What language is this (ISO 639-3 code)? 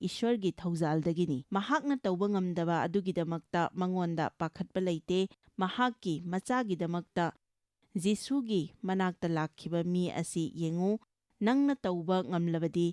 mni